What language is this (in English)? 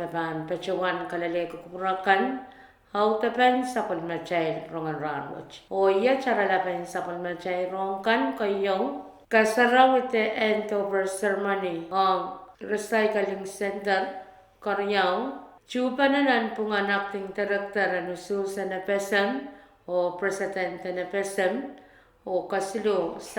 Pohnpeian